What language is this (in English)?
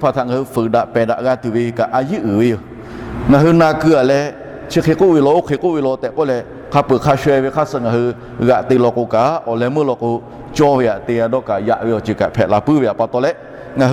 Lahu